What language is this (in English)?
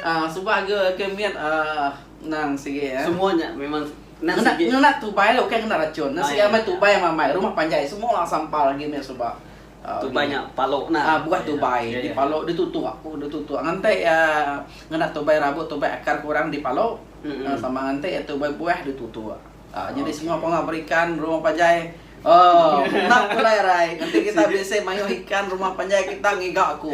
Iban